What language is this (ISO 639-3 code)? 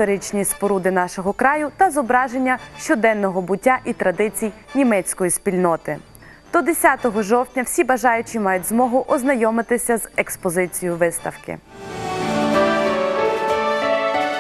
ukr